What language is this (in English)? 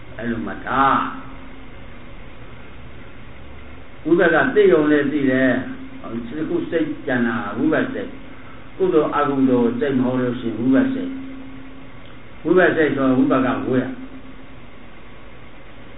Burmese